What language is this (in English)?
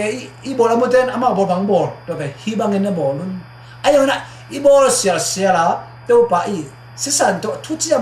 Tedim Chin